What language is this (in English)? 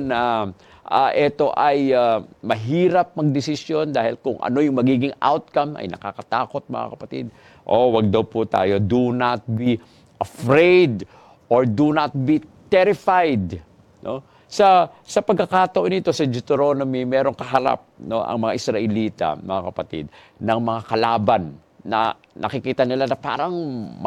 Filipino